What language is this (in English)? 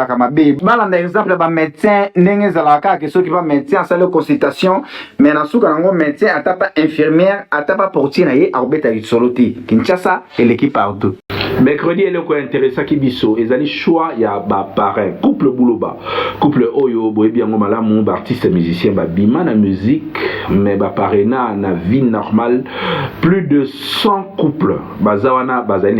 Lingala